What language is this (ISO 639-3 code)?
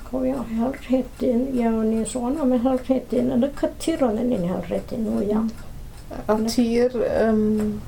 cym